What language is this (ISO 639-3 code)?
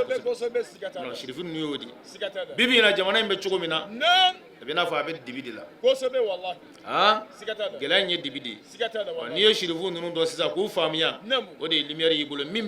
bam